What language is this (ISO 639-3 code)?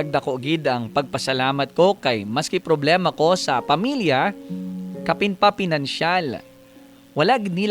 hil